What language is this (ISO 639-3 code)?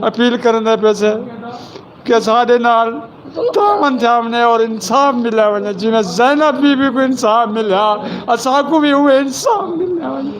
skr